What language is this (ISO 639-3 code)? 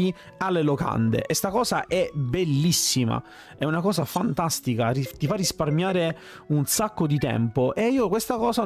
ita